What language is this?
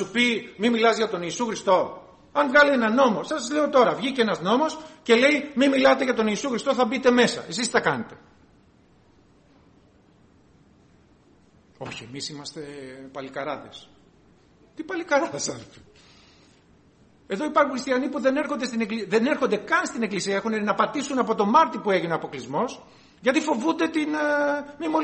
Greek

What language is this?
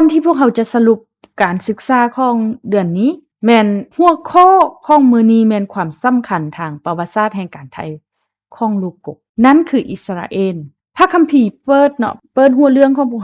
Lao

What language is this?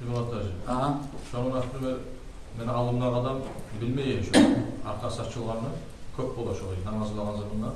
Kumyk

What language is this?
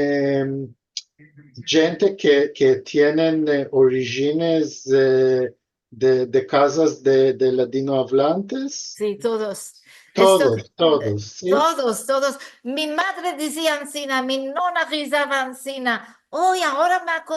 Ladino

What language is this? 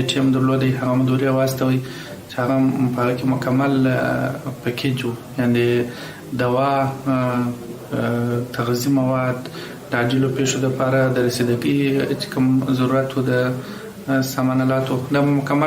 Pashto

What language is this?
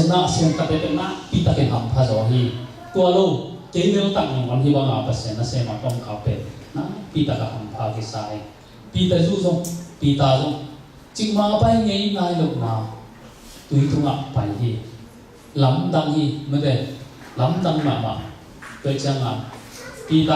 Tedim Chin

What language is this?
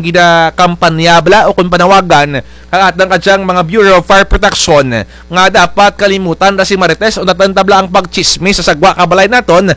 Kinaray-a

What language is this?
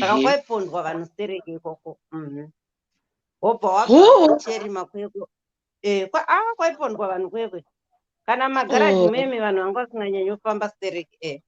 Shona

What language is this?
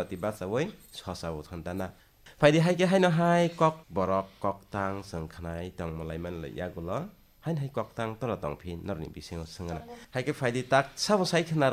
Kok Borok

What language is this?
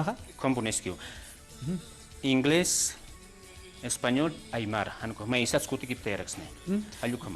Aymara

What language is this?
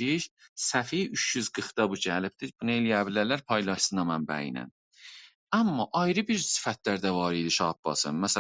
South Azerbaijani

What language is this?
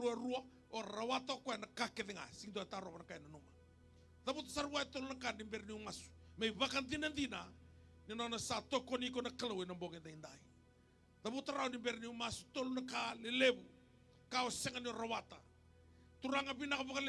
Fijian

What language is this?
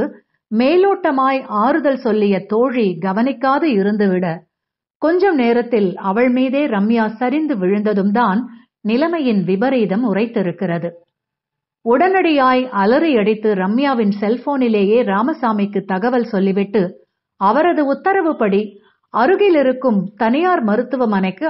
Tamil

